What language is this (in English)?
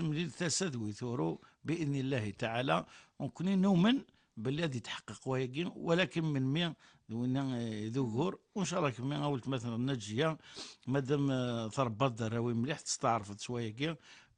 Kabyle